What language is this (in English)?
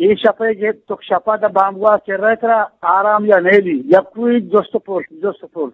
Eastern Balochi